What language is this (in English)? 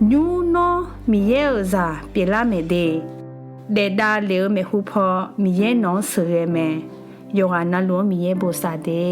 Akha